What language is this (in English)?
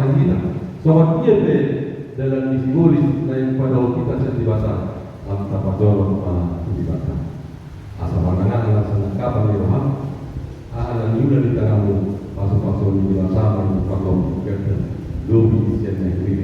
Batak Toba